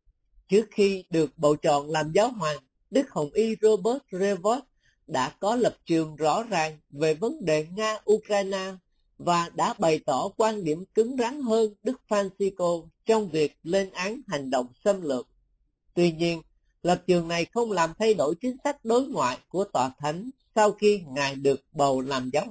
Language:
Vietnamese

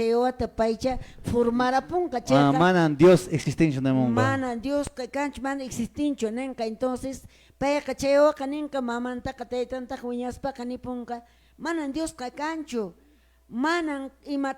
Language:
Quechua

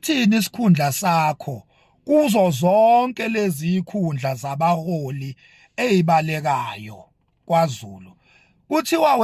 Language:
Zulu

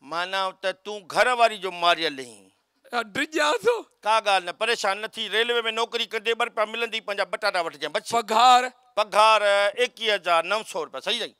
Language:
Sindhi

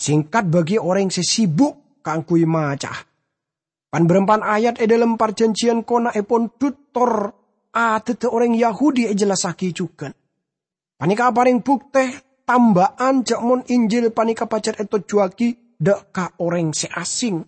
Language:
Madurese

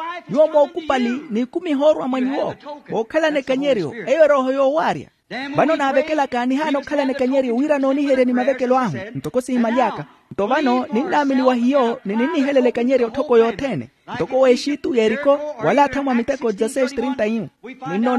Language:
Makhuwa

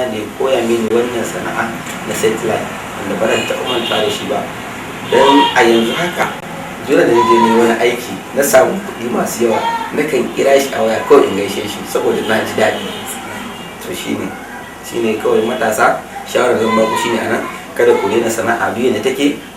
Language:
Hausa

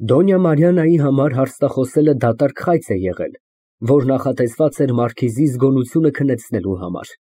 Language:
Armenian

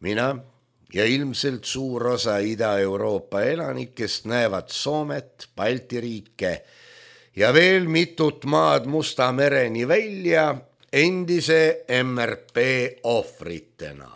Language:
Estonian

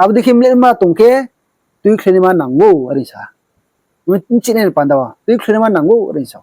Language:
Riang (India)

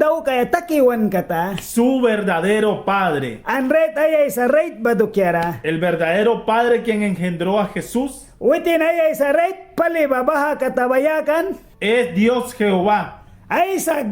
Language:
Mískito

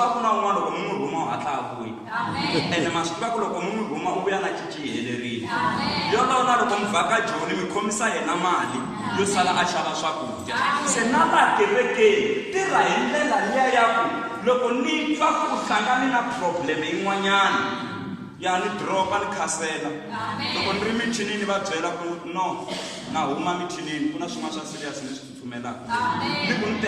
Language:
Tsonga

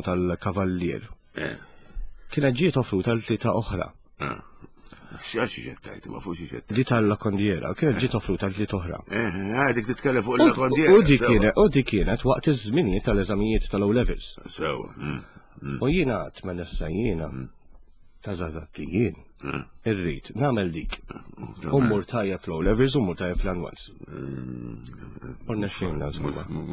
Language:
Maltese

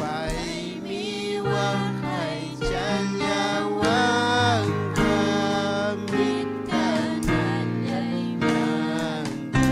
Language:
Ayacucho Quechua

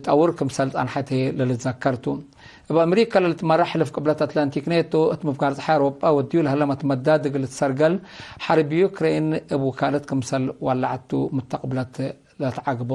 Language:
Tigre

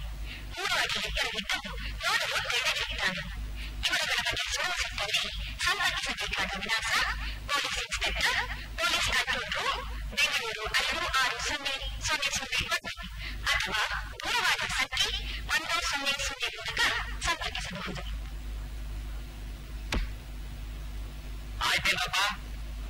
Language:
Kannada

